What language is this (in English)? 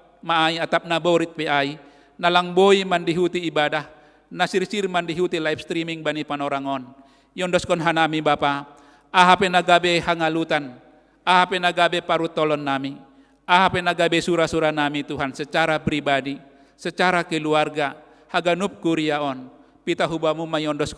Batak Simalungun